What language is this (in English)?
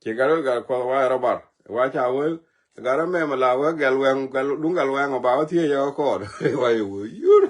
Nuer